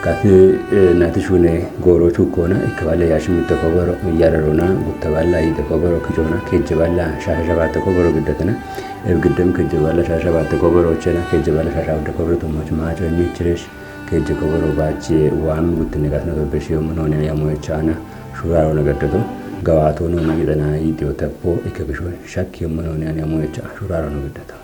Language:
Kafa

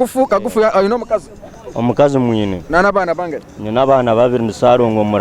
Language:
Nyankole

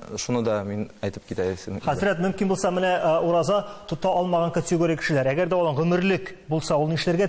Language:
Tatar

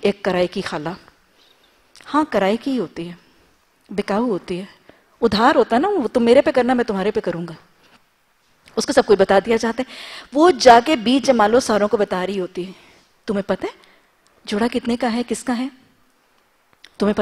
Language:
Urdu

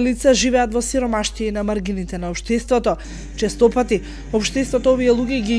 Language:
Macedonian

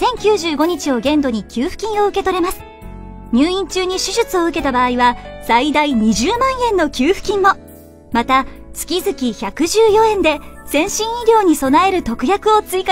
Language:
Japanese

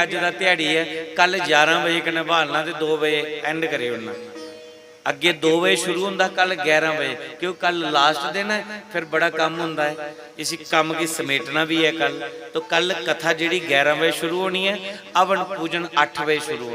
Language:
Dogri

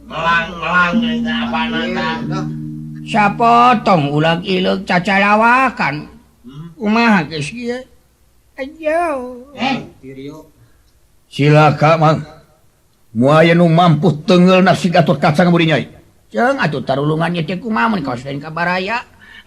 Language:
Sundanese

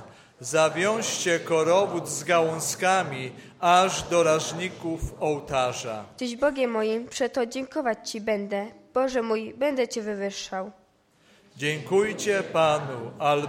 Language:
Polish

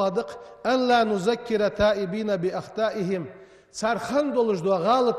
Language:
Ingush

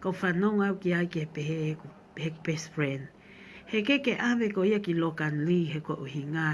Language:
Tongan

